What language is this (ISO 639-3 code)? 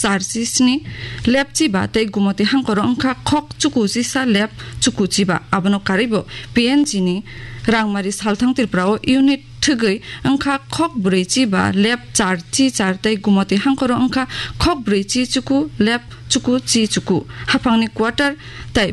trp